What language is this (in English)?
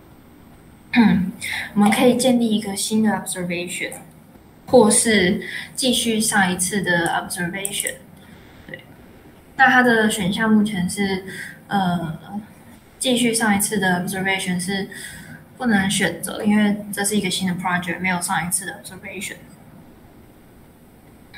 Chinese